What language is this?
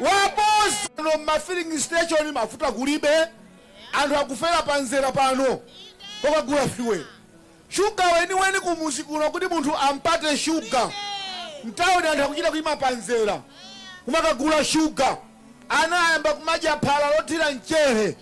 Nyanja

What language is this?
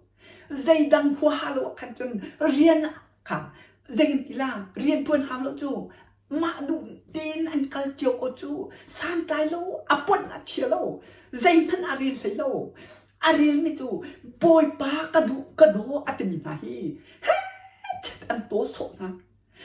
Hakha Chin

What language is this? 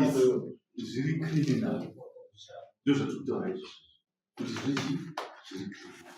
Shona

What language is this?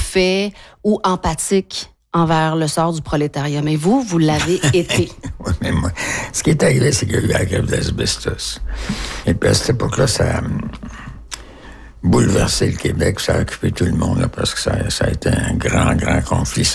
French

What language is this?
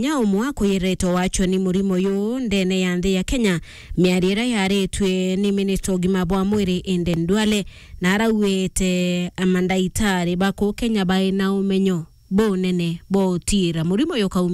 Meru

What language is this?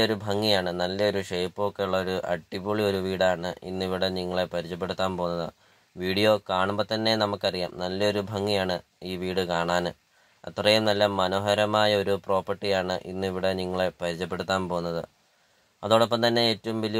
Malayalam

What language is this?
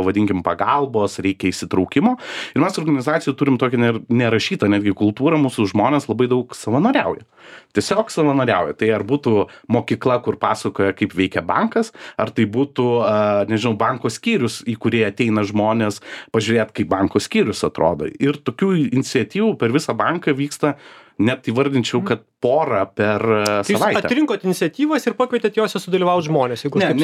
Lithuanian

